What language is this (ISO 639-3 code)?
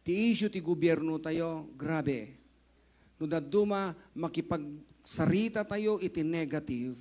ilo